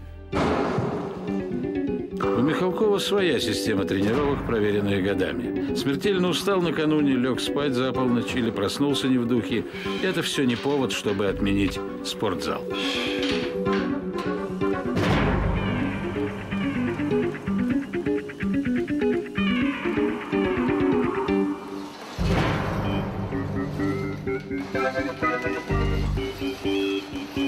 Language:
Russian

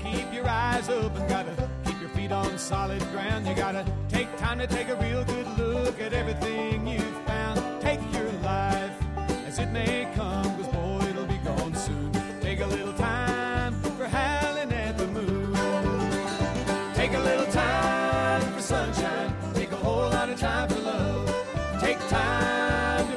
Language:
English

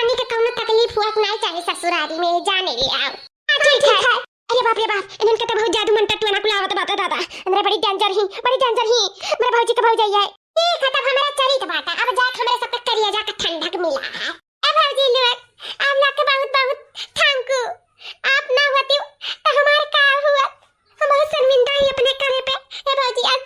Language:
Awadhi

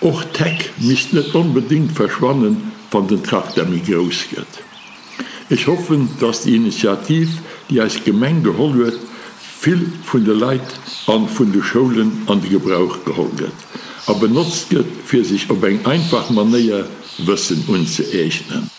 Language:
Luxembourgish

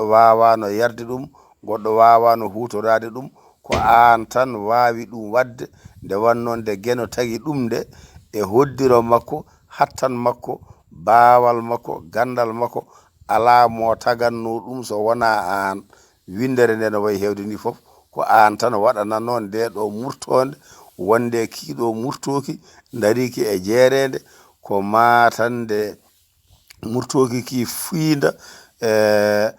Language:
Fula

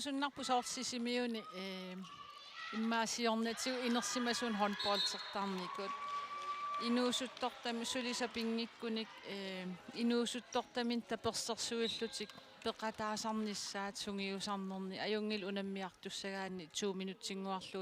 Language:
Kalaallisut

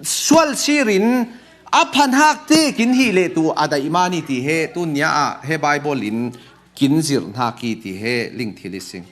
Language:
Falam Chin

